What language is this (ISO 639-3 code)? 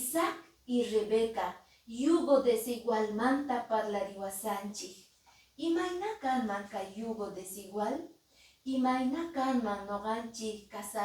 que